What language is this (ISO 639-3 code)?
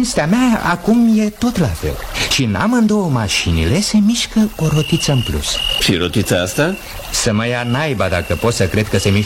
ron